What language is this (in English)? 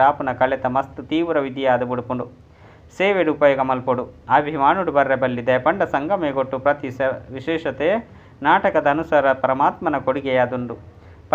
Tulu